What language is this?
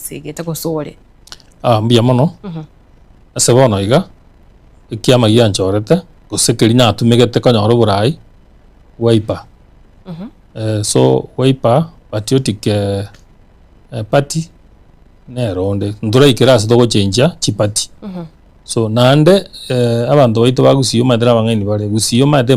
Gusii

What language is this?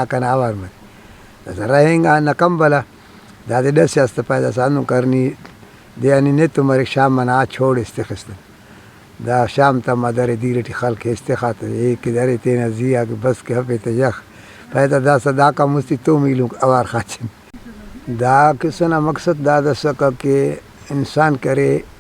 Brahui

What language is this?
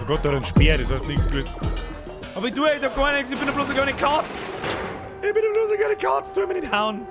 Bavarian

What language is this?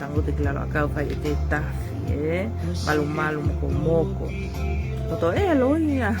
Tongan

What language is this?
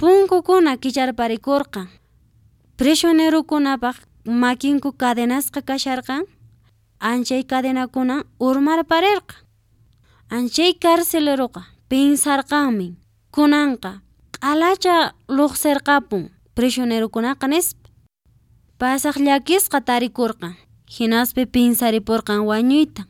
Quechua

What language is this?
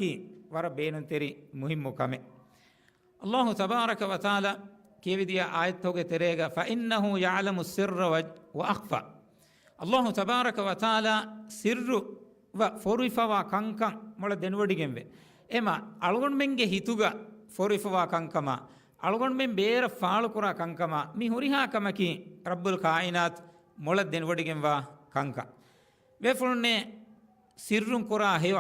Divehi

